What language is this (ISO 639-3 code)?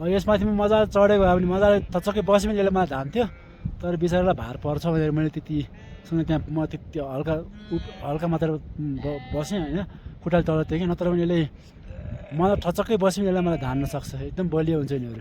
nep